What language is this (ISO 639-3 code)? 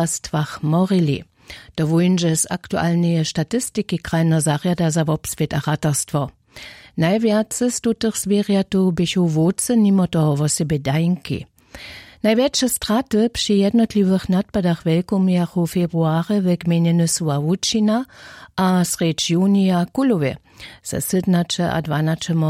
hsb